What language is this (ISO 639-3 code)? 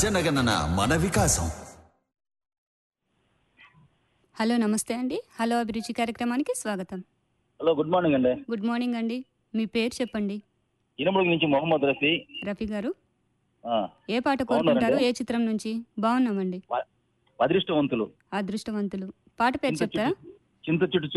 tel